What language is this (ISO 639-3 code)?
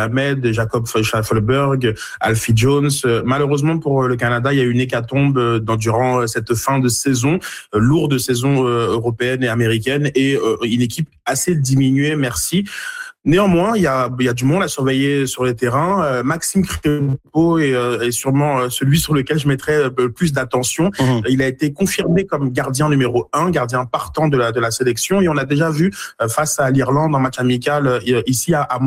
fra